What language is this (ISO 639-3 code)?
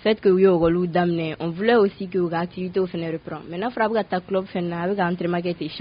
bam